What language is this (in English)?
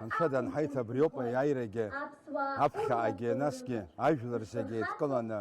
Abkhazian